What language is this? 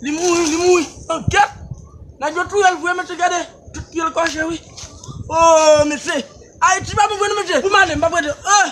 Haitian Creole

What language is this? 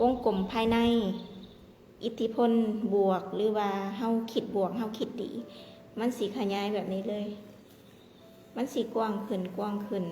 Lao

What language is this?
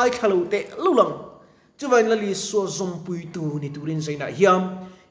Mizo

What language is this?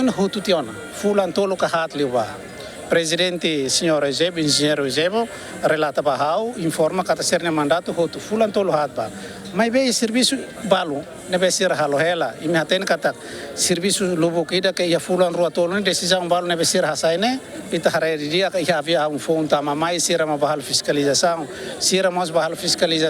Tetum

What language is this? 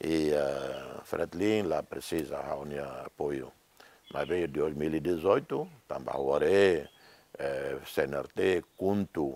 Tetum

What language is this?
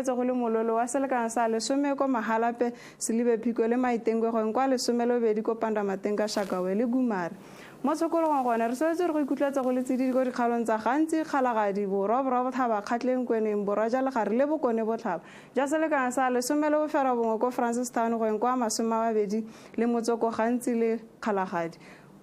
Tswana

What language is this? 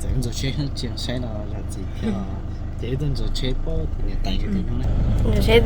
Hmong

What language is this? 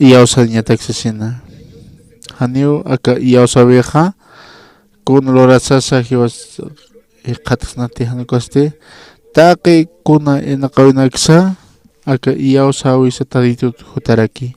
Aymara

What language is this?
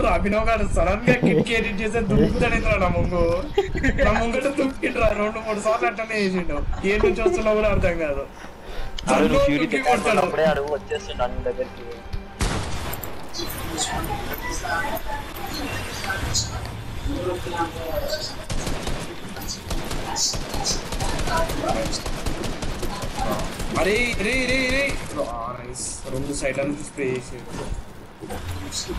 Telugu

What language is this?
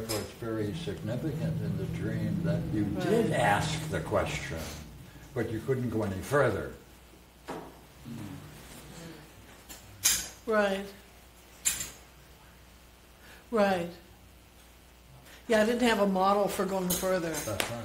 English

